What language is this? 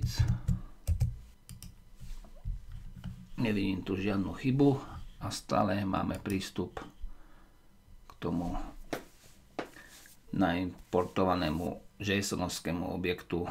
Slovak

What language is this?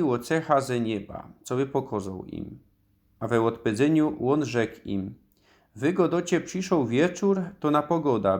Silesian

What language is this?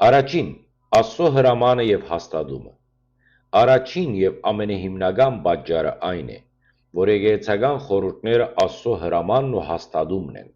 Western Armenian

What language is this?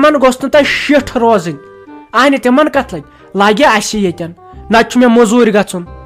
Kashmiri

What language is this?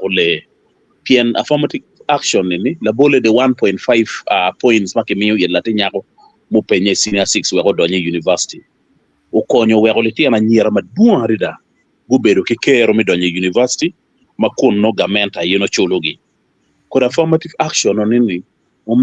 Acoli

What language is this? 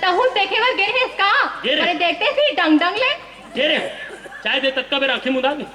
Chhattisgarhi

